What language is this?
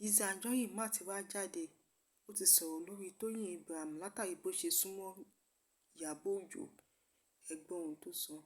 Yoruba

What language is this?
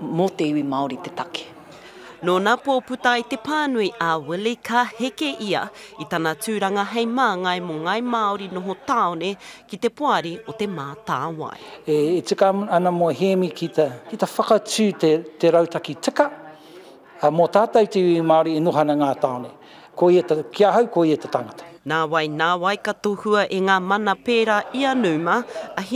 Māori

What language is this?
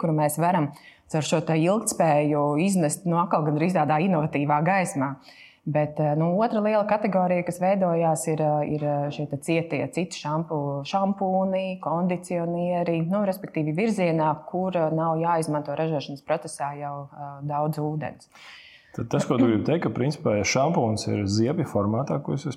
Latvian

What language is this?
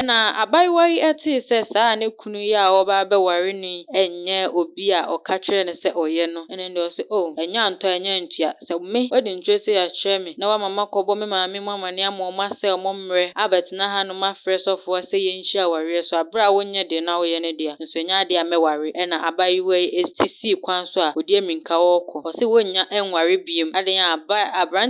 Akan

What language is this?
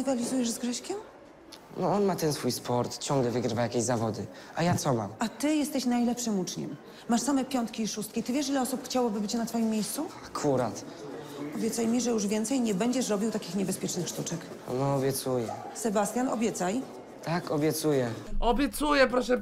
Polish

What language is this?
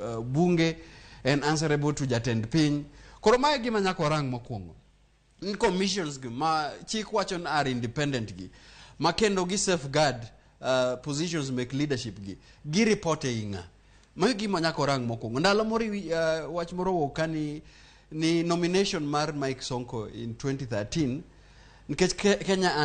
Luo (Kenya and Tanzania)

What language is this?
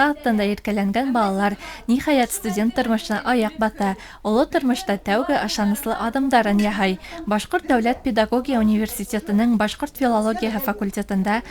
Bashkir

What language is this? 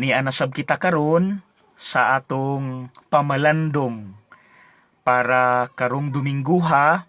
Cebuano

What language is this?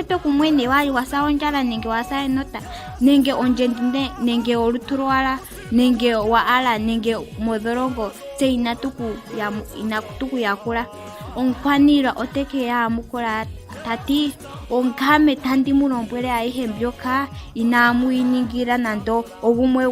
Ndonga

